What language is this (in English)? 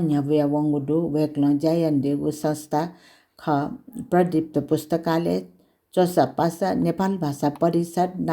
Newari